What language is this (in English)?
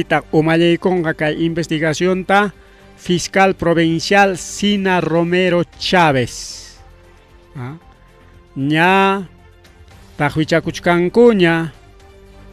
Ayacucho Quechua